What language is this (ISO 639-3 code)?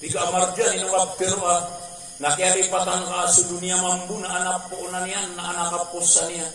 mrw